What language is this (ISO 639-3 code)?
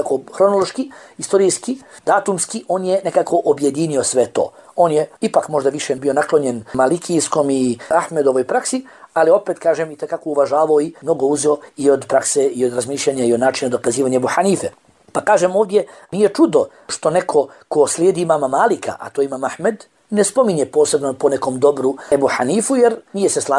bos